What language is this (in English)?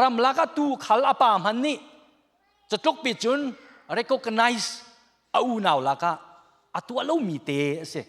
Hakha Chin